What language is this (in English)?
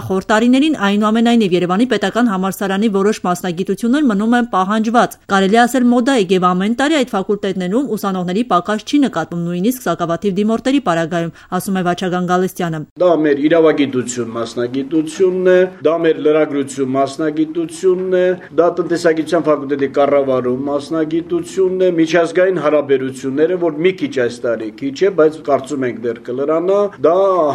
Armenian